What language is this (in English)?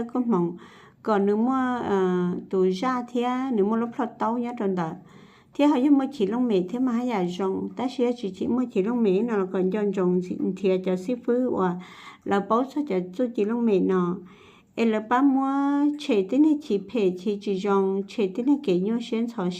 Hmong